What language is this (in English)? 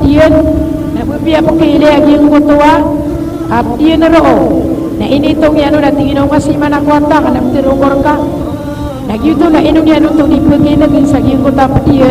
Maranao